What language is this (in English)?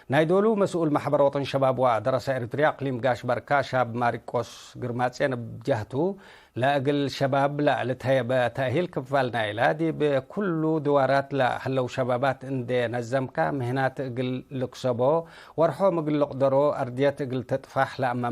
Tigre